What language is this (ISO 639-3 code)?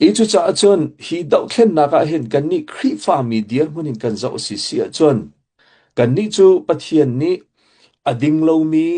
cnh